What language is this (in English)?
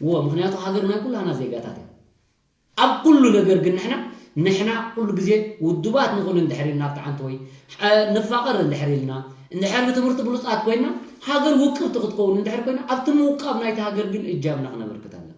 Tigrinya